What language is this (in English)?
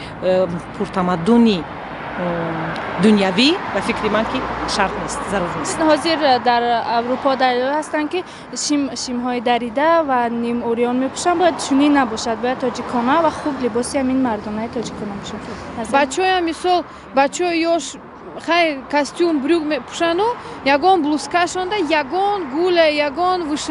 Tajik